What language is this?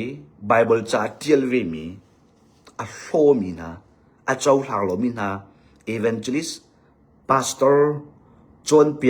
Hakha Chin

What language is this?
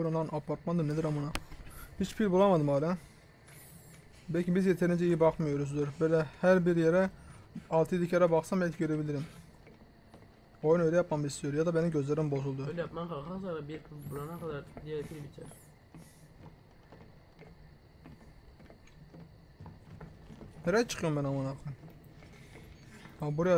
Turkish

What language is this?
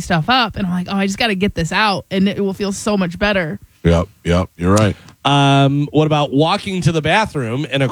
English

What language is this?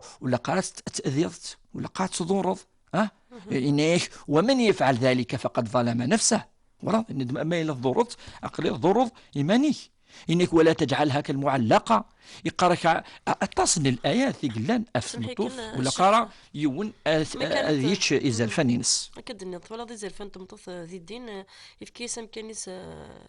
Kabyle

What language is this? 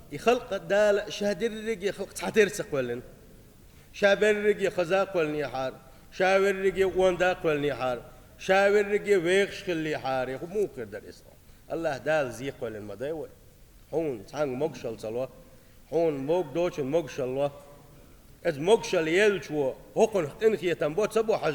Chechen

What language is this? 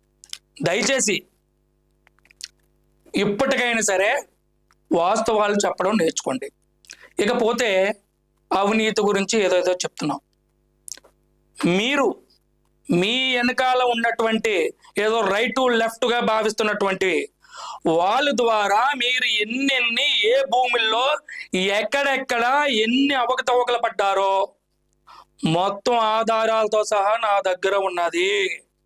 Telugu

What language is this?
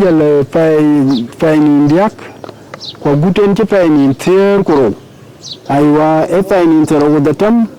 Dinka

